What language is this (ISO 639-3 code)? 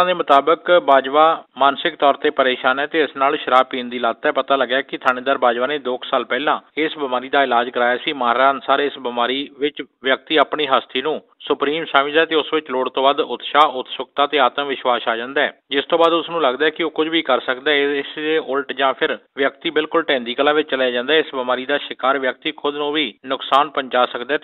pan